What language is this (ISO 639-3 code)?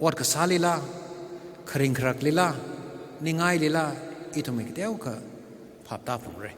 nmf